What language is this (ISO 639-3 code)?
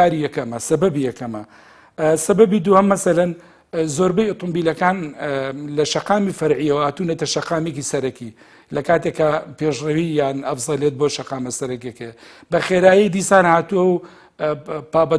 ckb